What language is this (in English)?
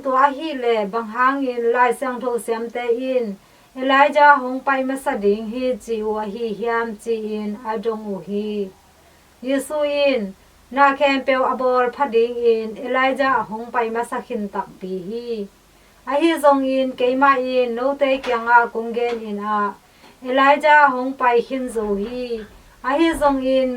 Tedim Chin